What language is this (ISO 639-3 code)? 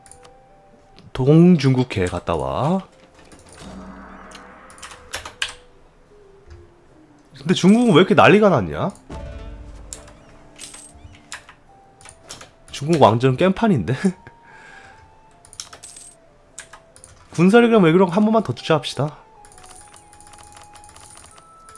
kor